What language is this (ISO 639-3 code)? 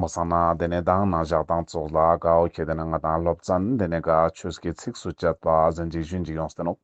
lbj